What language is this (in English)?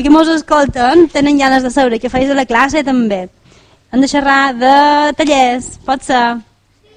Catalan